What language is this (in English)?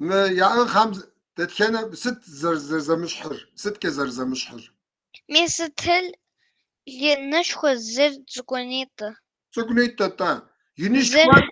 Kabardian